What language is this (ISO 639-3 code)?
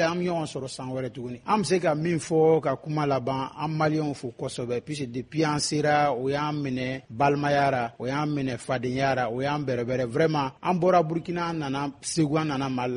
bam